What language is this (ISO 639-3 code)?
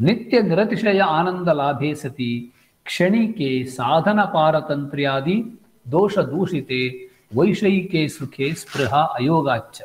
san